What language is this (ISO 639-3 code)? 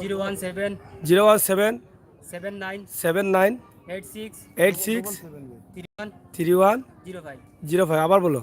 syl